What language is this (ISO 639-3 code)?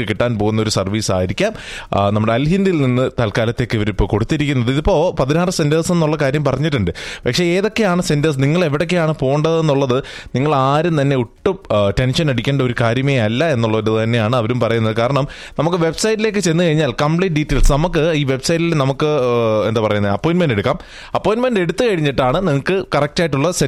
mal